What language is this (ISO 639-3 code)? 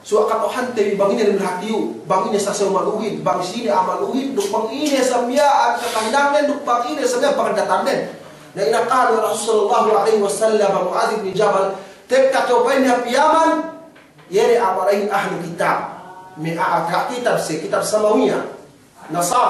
yka